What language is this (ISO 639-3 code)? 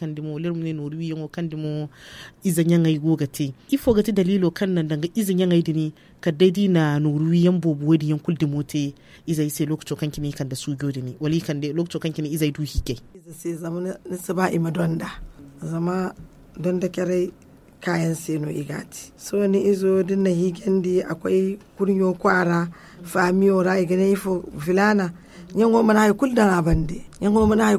dje